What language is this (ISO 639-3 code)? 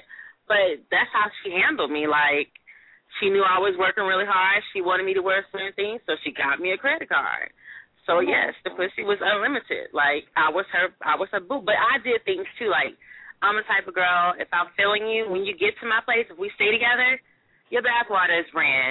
eng